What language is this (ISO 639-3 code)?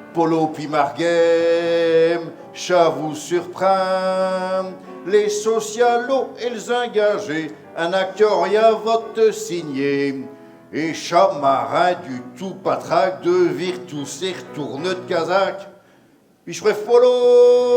pcd